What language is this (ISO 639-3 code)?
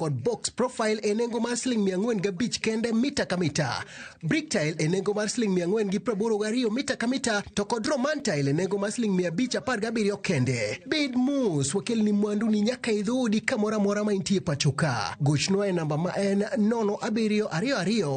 luo